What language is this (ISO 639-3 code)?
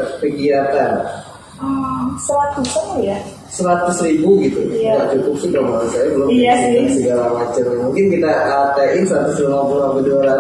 ind